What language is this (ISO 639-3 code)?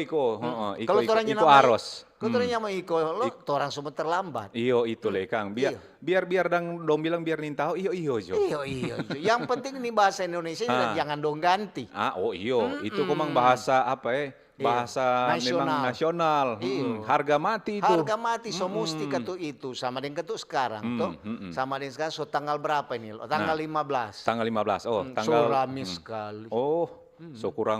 xmm